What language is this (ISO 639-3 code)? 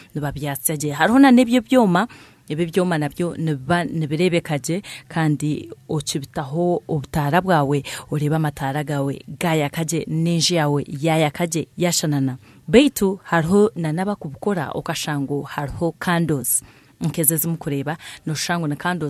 nyn